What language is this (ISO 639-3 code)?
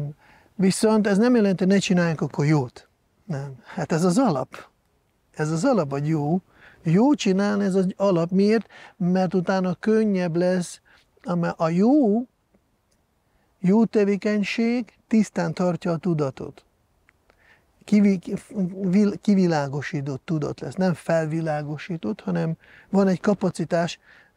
hun